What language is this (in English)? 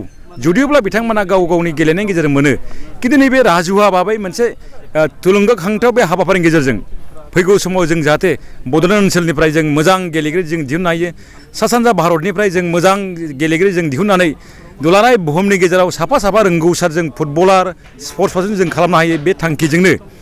Bodo